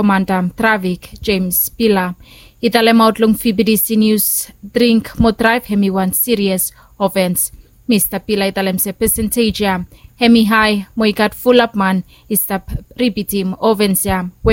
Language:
Bislama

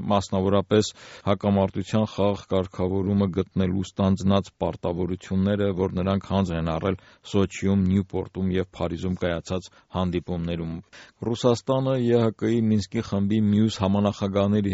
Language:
Armenian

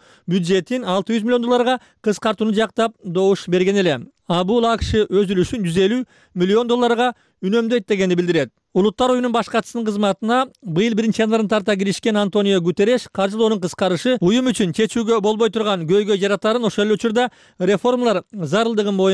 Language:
Kyrgyz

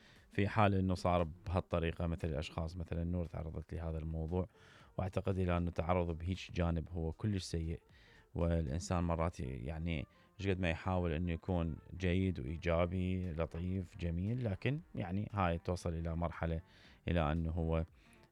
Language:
Mesopotamian Arabic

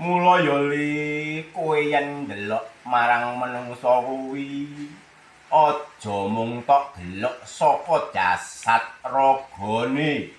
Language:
Javanese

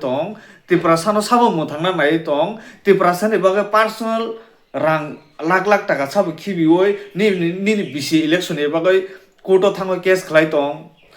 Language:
Kok Borok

